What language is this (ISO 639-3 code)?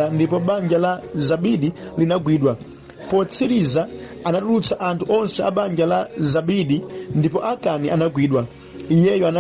nya